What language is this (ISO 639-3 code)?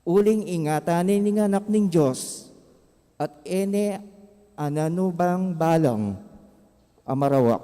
pam